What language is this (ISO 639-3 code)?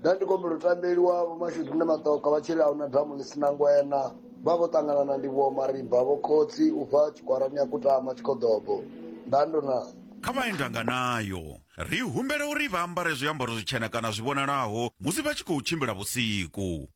ven